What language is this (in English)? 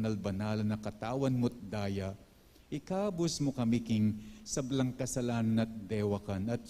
Pampanga